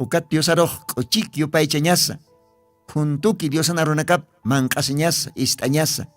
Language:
Aymara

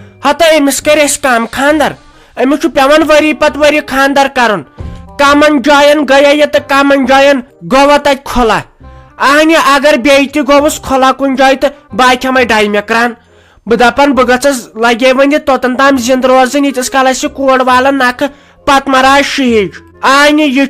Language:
Kashmiri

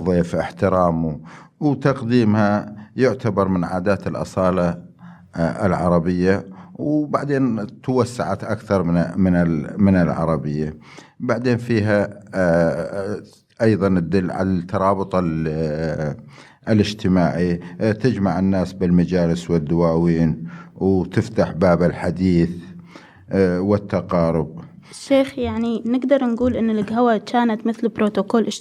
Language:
Mesopotamian Arabic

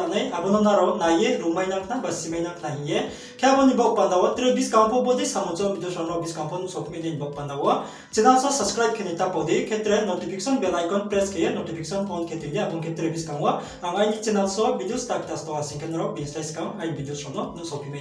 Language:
Riang (India)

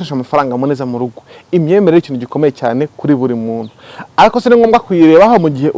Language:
Kinyarwanda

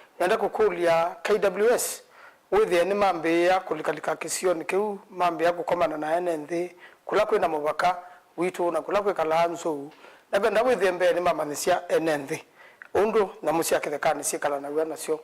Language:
Kamba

